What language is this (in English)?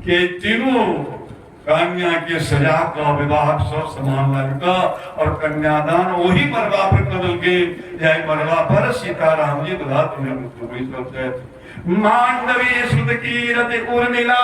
Maithili